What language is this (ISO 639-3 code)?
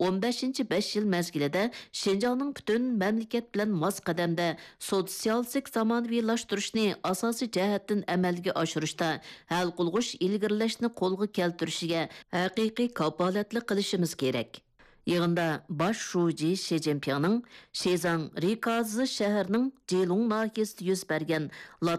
uig